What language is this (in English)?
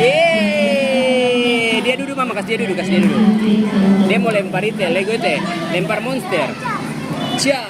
Ambonese Malay